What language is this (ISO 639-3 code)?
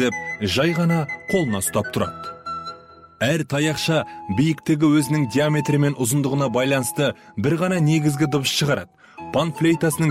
kaz